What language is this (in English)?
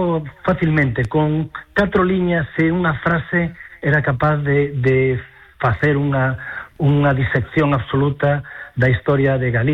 Galician